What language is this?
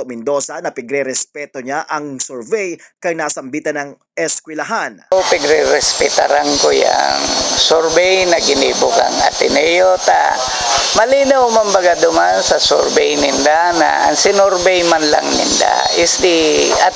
Bikol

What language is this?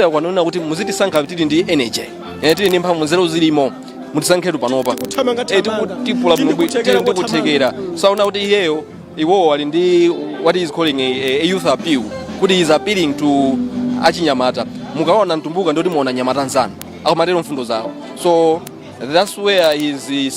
Nyanja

